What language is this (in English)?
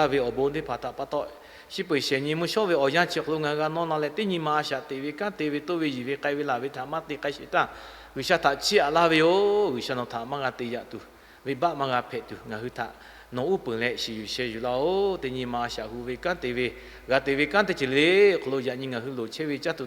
Lahu